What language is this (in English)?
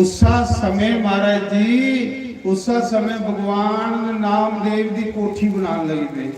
Dogri